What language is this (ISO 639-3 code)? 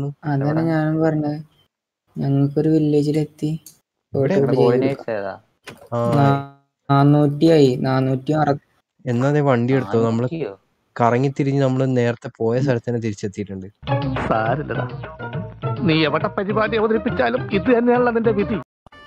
mal